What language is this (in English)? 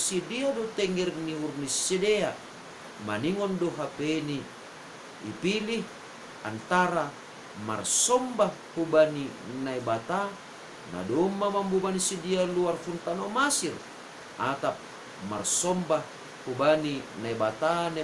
Batak Simalungun